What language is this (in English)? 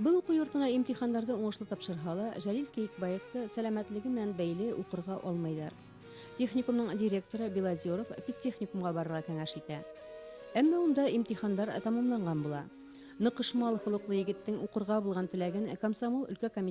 Bashkir